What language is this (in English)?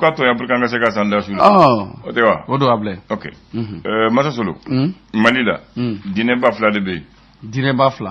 Bambara